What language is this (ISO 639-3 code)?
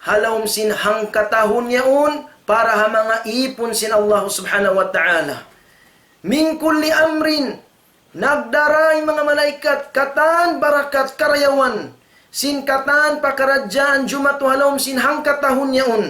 tsg